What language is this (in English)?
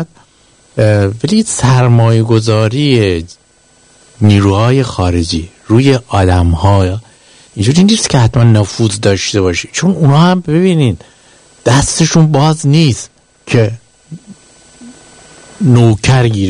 Persian